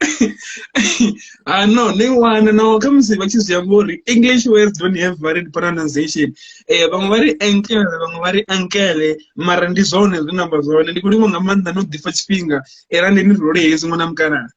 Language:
Venda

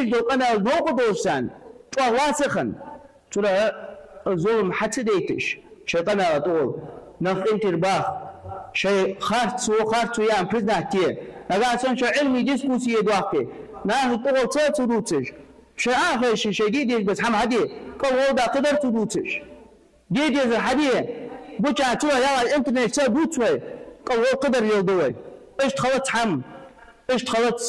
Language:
Ingush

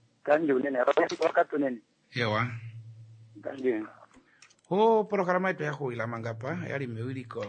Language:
Kuanyama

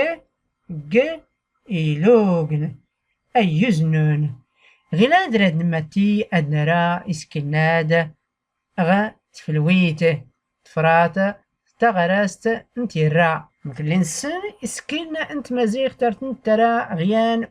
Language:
Tachelhit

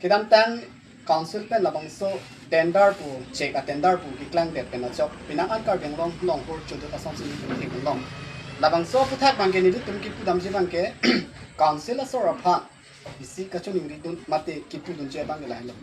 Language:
Karbi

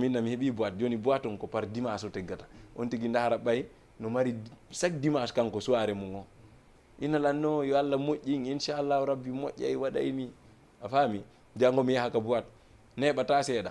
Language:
Fula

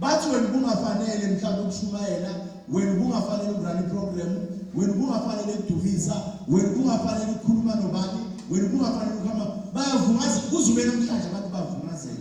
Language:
Zulu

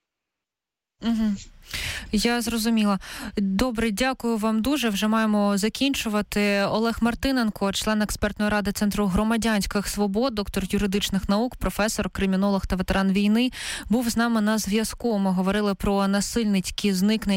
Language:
Ukrainian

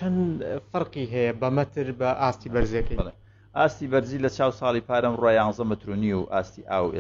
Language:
Central Kurdish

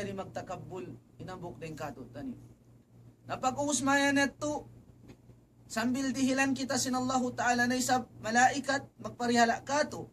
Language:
Tausug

